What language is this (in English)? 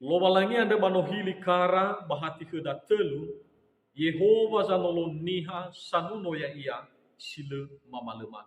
Nias